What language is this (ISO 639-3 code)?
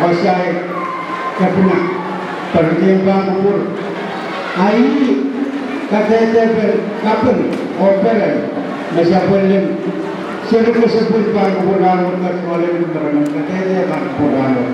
pon